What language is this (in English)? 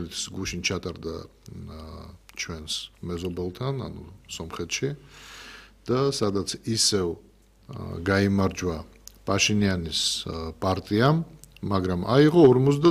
Georgian